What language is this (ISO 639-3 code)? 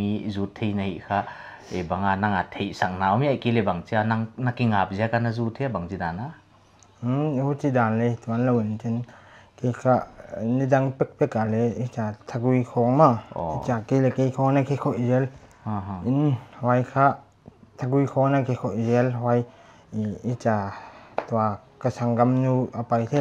pck